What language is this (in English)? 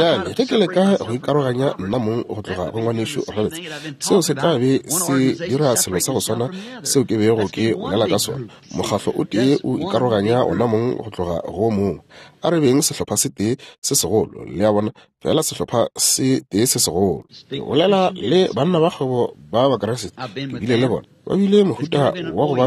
Northern Sotho